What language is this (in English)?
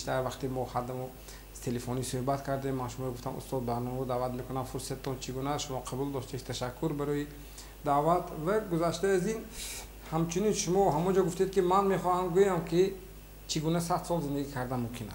Tajik